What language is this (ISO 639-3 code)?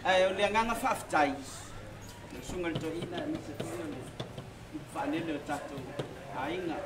smo